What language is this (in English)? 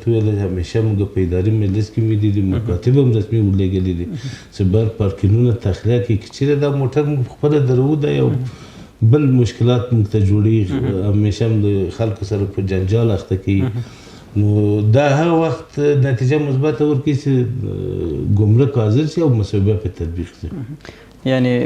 Pashto